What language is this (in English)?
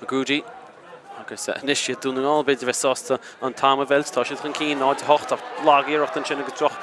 Irish